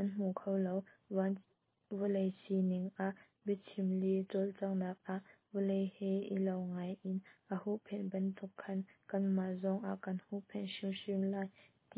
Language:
Hakha Chin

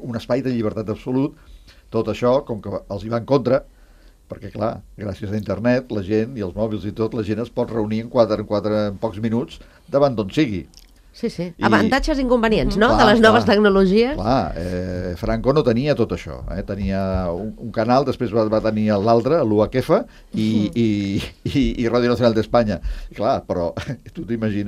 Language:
Catalan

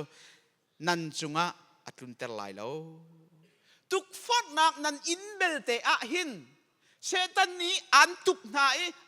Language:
Hakha Chin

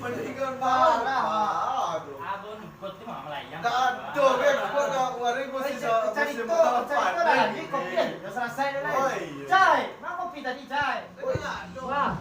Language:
Minangkabau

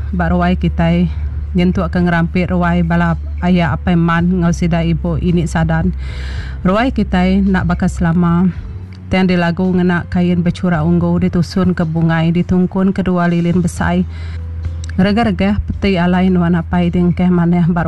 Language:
Iban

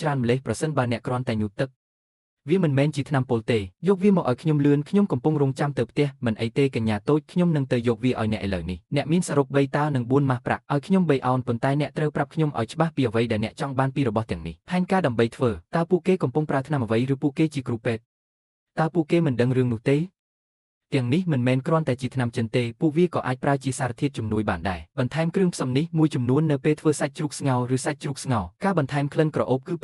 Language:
Khmer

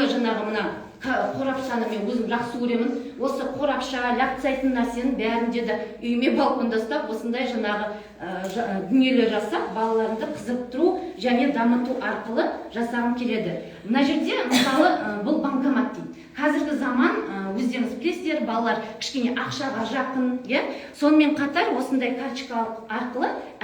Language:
Kazakh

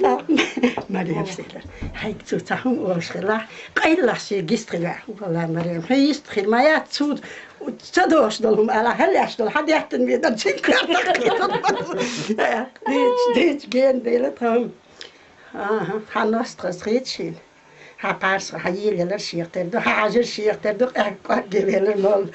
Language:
Chechen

